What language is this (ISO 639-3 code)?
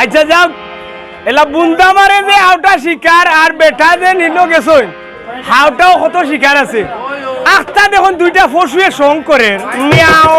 syl